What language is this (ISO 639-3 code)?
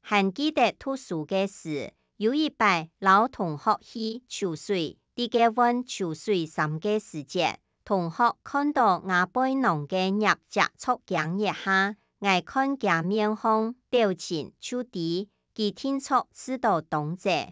hak